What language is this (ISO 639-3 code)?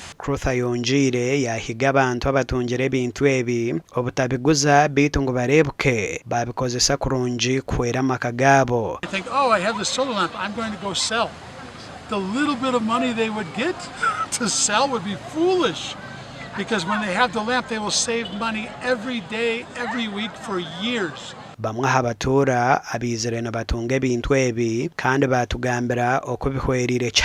nyn